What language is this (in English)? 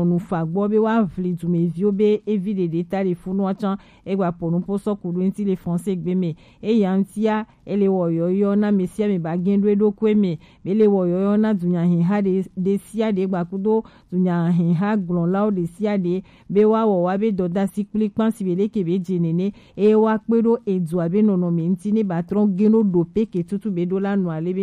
Gen